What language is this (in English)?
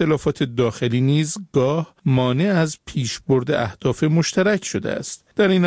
Persian